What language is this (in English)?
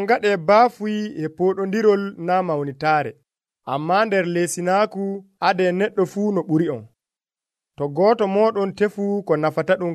Nigerian Fulfulde